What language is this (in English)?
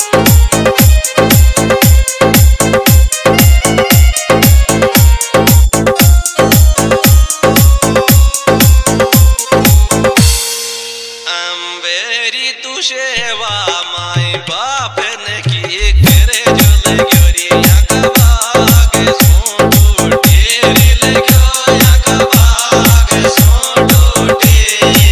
Rajasthani